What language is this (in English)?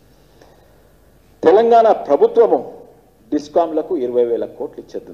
Telugu